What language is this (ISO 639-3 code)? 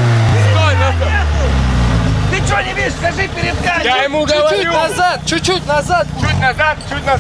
rus